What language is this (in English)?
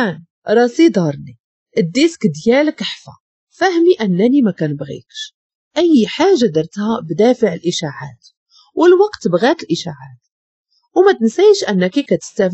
Moroccan Arabic